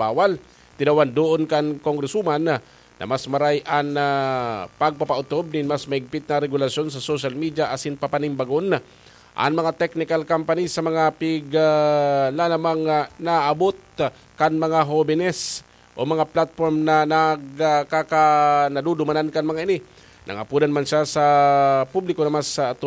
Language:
Bikol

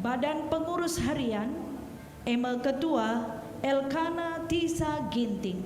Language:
Batak Karo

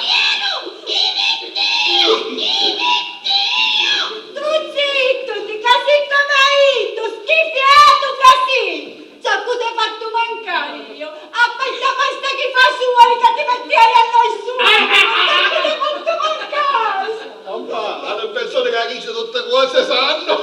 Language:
Sicilian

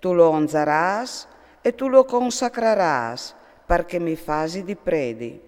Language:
Friulian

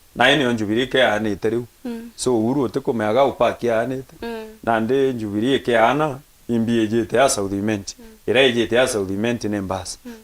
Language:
Meru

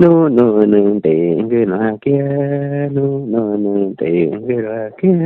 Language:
Aguaruna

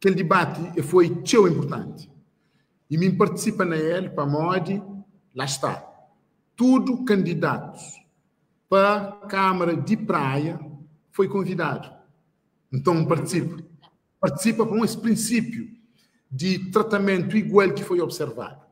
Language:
Kabuverdianu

